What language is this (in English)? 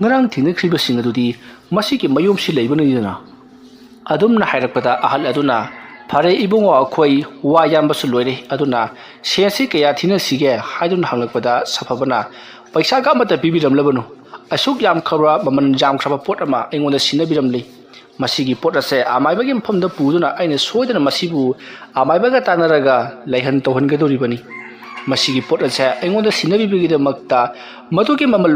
Manipuri